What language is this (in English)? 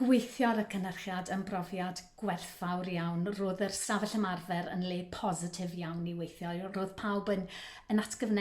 Welsh